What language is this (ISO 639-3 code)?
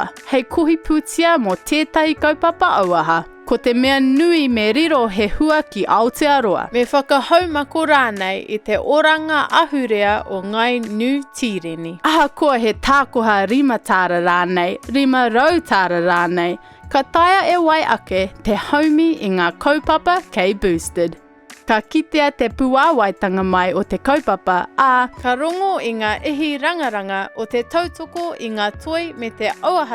mri